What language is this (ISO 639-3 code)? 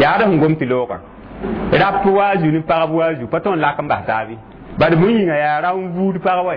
mos